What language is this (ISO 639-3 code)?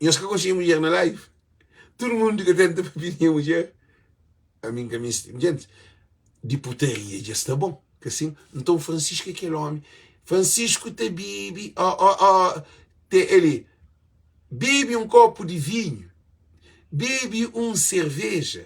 kea